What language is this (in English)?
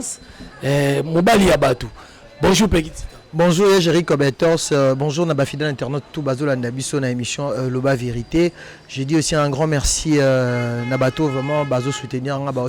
Lingala